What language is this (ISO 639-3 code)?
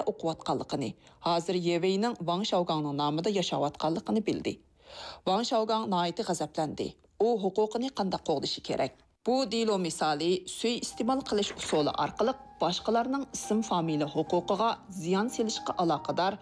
uig